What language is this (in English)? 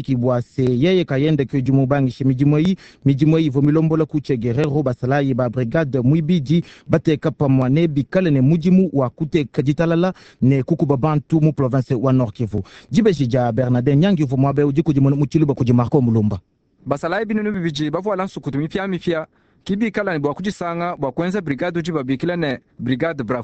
Luba-Lulua